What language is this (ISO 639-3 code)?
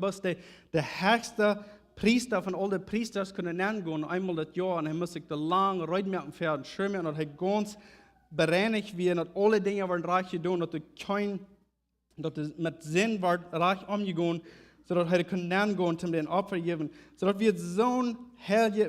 pdt